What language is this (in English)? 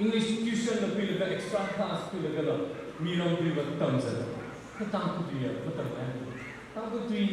Tangkhul Naga (India)